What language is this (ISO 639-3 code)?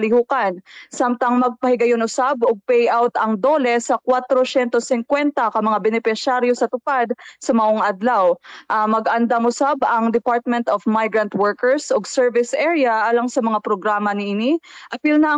ceb